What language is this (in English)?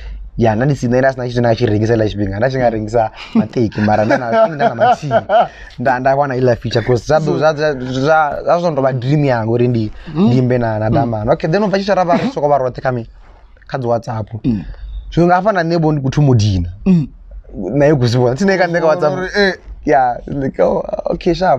Venda